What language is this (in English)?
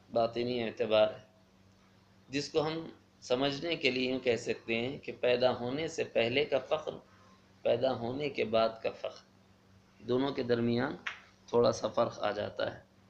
Urdu